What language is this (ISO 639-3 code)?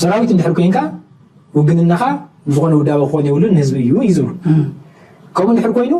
tir